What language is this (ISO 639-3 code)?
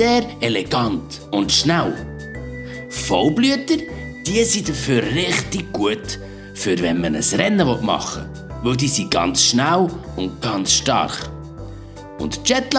gsw